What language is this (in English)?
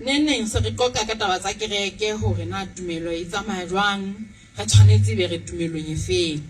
Southern Sotho